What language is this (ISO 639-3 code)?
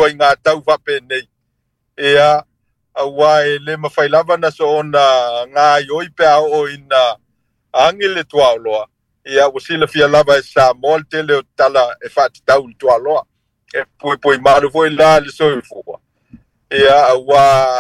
smo